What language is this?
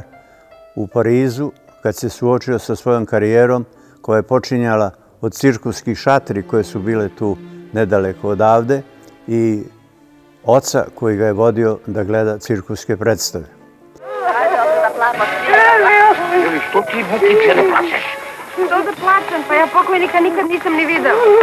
Serbian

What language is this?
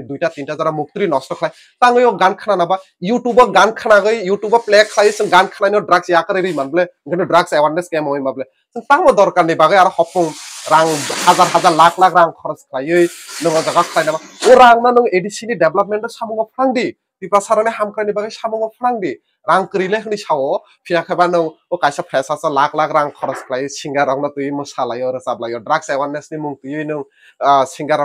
Kok Borok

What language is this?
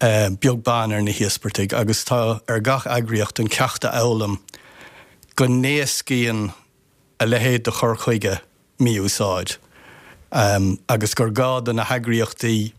Irish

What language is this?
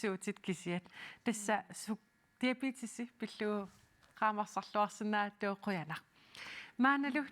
Kalaallisut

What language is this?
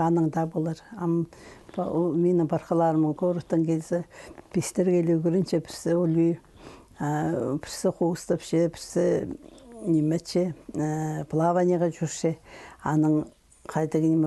Khakas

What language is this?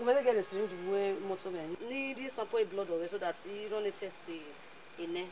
Bini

